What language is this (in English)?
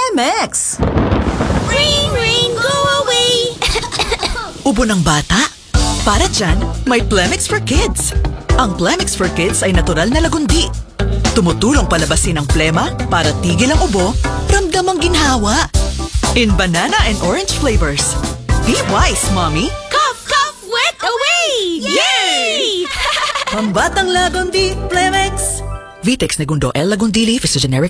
Filipino